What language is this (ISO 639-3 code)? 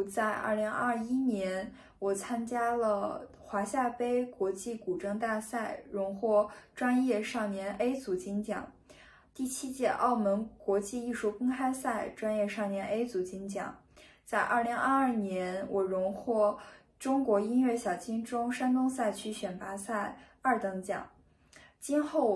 zho